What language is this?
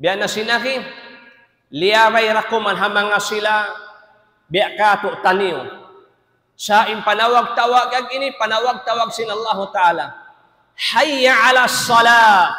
Tausug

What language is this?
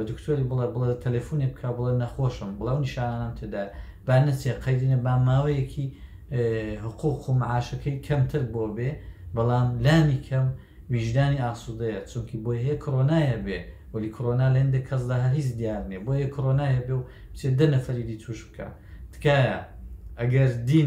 Central Kurdish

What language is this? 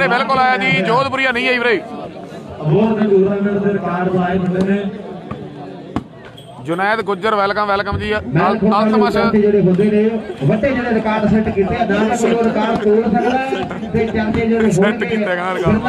Punjabi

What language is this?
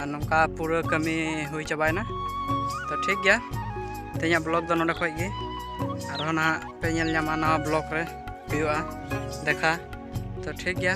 Santali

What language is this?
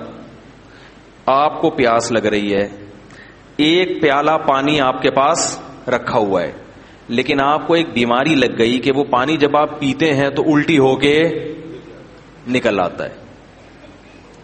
Urdu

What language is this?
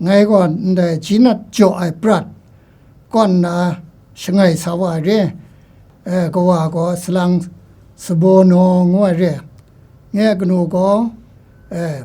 Kachin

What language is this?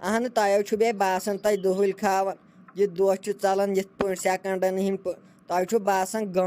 Kashmiri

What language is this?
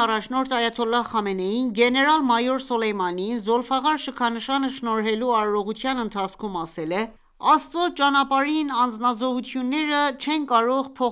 Armenian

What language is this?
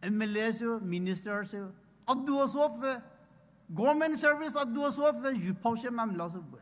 Poumei Naga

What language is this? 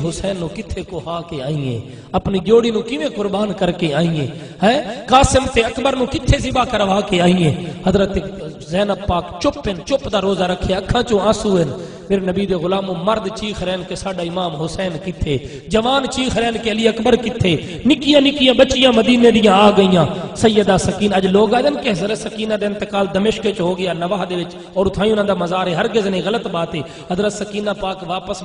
Saraiki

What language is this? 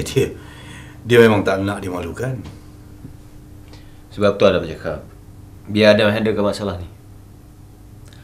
Malay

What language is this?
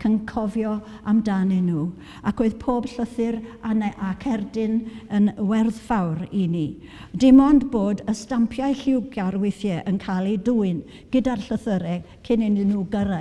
Welsh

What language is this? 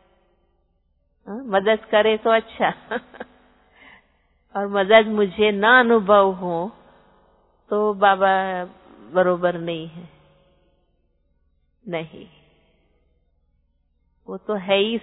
Hindi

